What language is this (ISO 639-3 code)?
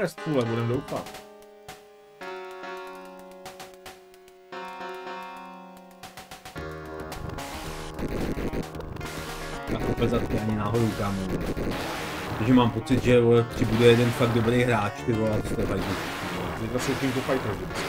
ces